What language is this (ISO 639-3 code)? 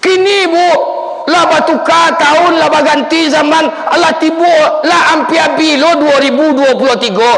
min